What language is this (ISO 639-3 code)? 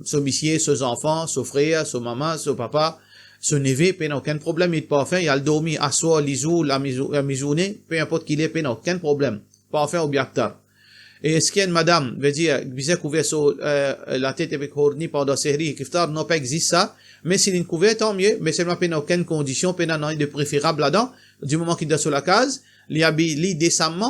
mfe